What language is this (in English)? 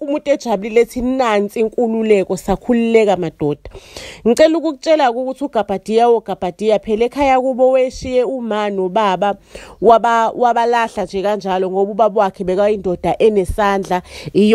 Zulu